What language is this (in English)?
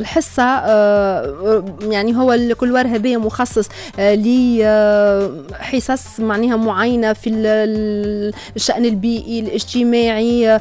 Tunisian Arabic